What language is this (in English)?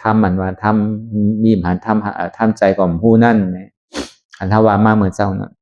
Shan